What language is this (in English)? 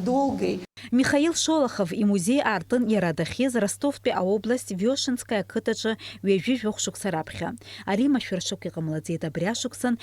Abkhazian